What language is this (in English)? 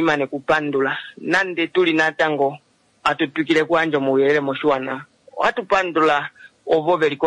Kuanyama